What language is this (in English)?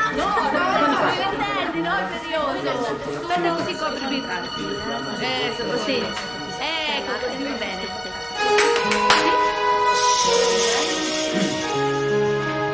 Italian